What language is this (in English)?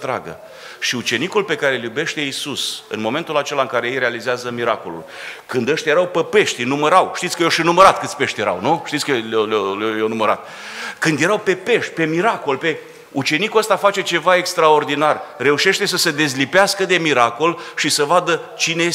Romanian